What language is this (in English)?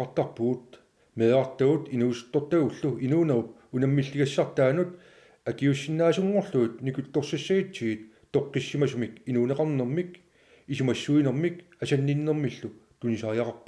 Kalaallisut